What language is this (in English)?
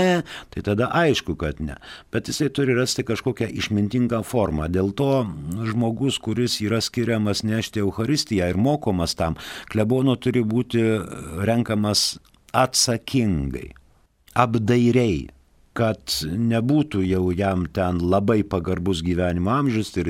Lithuanian